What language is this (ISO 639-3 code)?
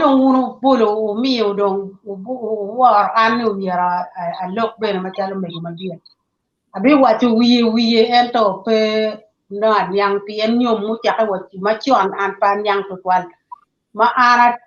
ach